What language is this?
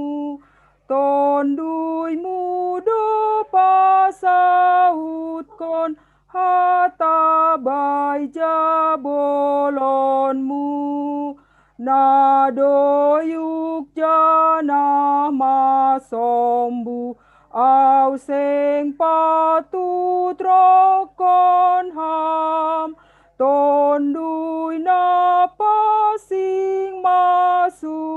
Batak Simalungun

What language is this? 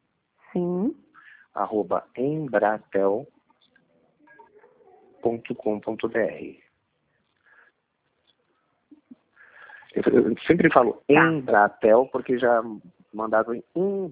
Portuguese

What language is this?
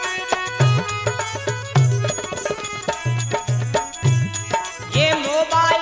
Hindi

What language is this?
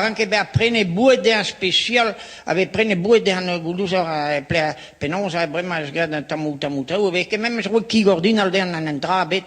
Breton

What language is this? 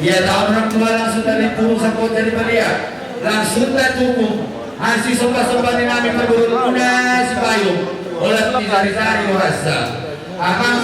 Batak Simalungun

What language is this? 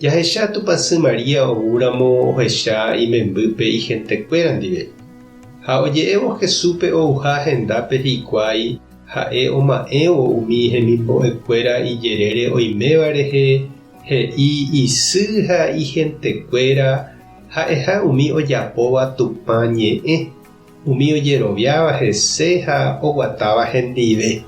Guarani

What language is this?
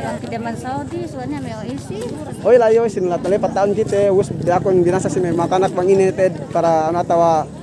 Yakan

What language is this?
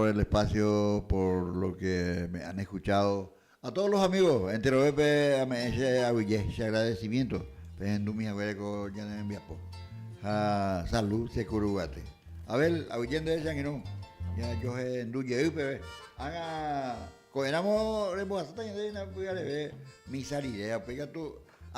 Guarani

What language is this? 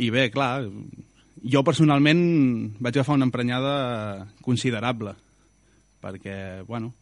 Catalan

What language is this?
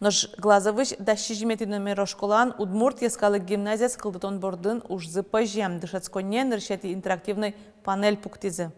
Udmurt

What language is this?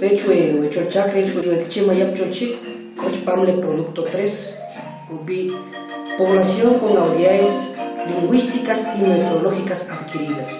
Kʼicheʼ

